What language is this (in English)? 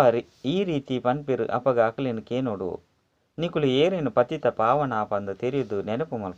Tulu